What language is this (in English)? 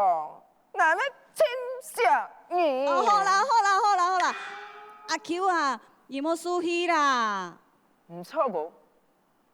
Hakka Chinese